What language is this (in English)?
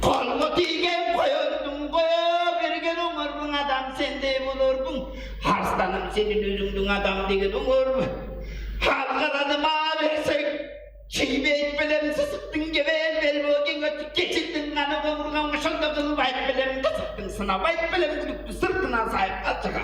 Tuvinian